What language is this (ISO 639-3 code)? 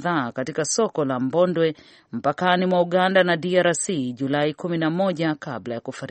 swa